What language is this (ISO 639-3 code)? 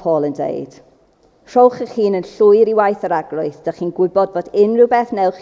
cym